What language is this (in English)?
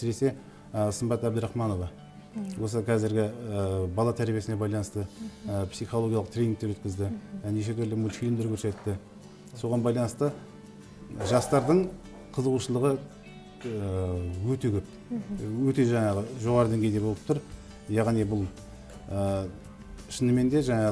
Kazakh